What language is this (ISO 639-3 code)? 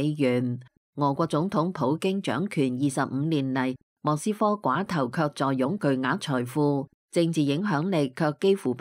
yue